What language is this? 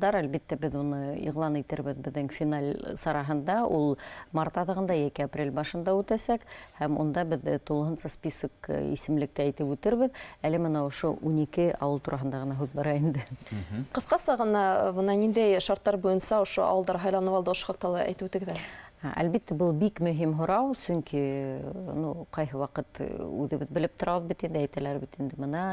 Bashkir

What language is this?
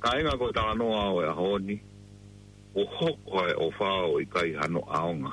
Tongan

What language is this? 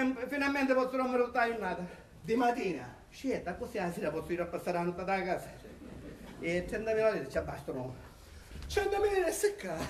Sicilian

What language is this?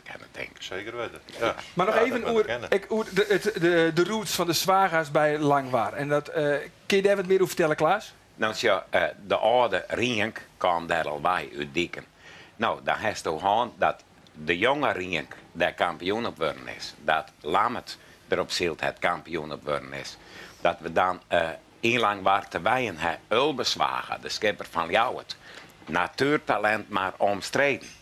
Western Frisian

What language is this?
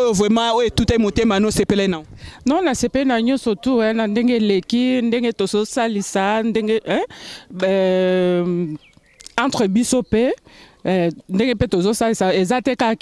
Lingala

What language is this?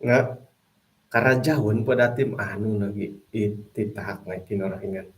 Central Dusun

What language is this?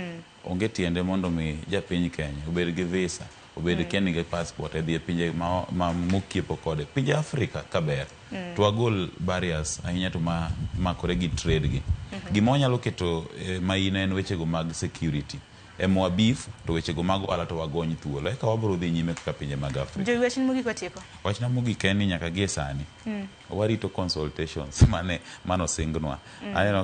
Luo (Kenya and Tanzania)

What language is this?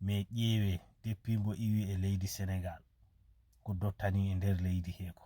Fula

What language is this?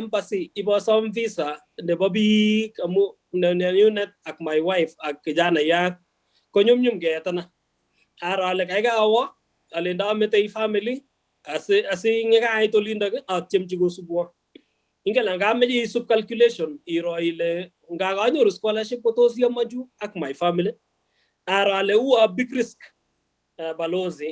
Kalenjin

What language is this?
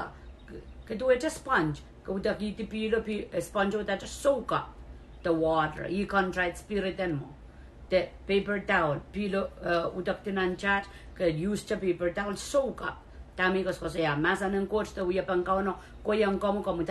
Pohnpeian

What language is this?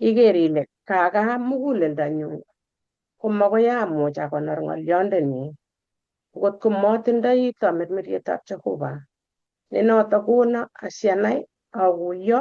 Kalenjin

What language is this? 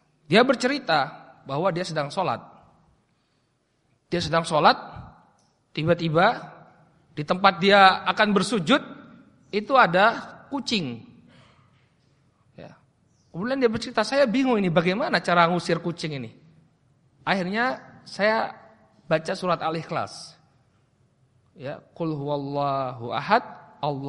Indonesian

